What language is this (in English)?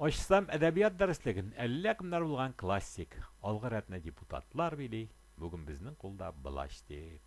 Tatar